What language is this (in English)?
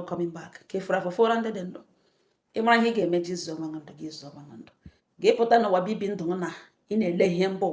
Igbo